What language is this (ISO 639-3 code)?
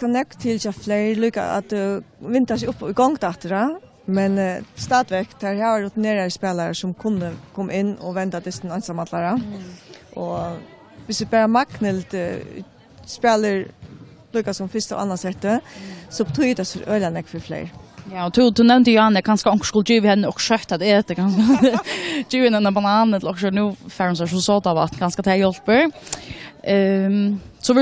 fao